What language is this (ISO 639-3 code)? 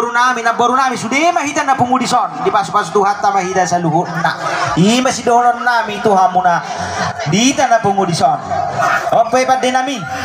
bbc